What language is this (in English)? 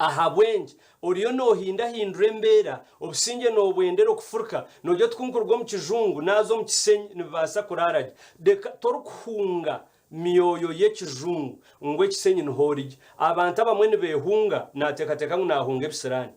Nyankole